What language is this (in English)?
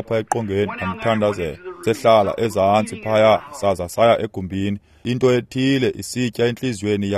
Xhosa